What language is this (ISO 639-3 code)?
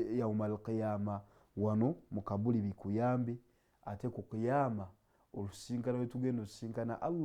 lug